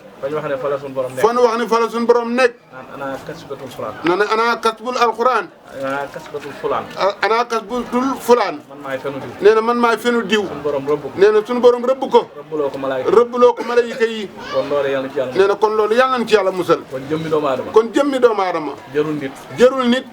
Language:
Wolof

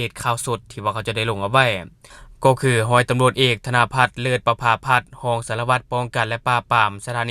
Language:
Lao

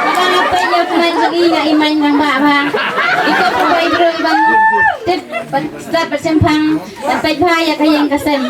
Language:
Khasi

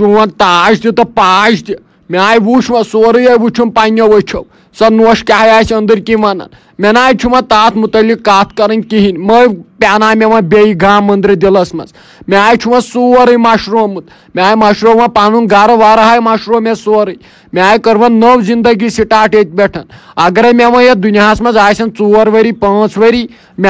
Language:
Kashmiri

